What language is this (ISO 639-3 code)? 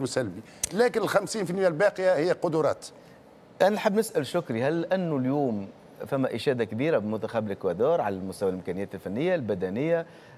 aeb